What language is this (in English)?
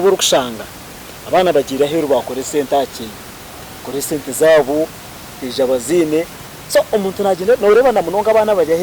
Nyankole